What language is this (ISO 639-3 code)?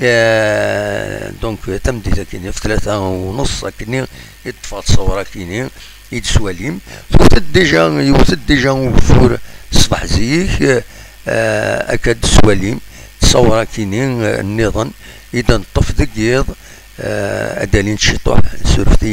kab